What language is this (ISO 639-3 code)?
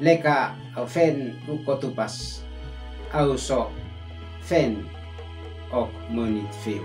aoz